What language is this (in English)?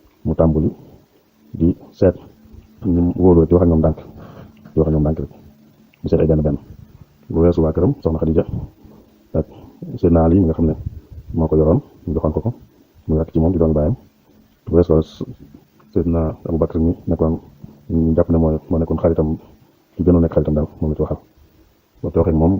Wolof